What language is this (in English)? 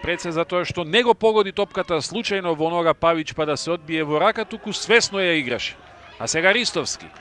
Macedonian